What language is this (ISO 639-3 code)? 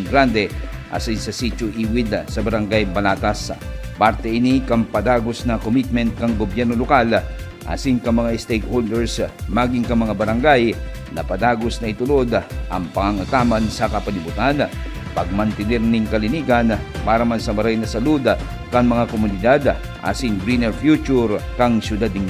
bik